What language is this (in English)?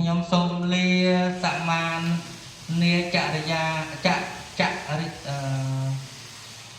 Khmer